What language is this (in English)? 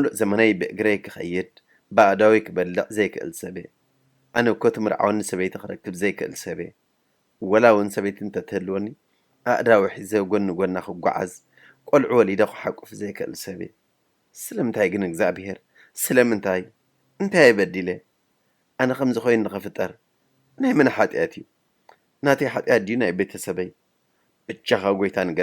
Tigrinya